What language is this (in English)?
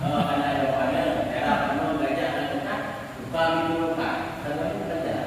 Achinese